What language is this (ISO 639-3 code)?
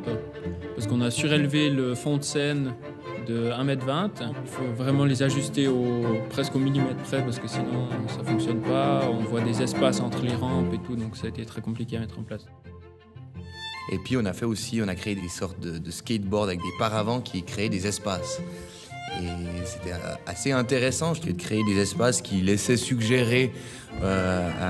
fra